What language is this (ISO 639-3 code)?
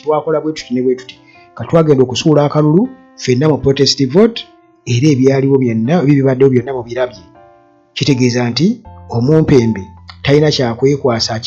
lug